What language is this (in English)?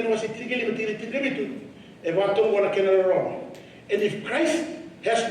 Fijian